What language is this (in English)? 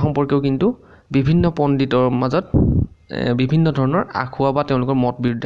Assamese